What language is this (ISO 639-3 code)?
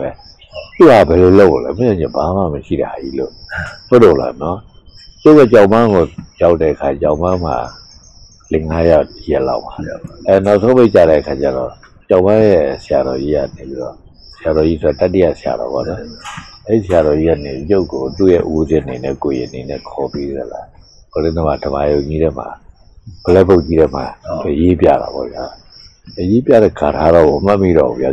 mya